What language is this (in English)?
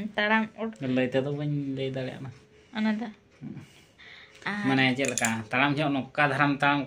Santali